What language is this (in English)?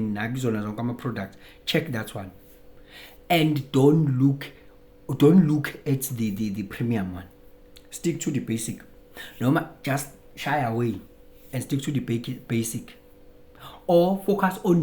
Zulu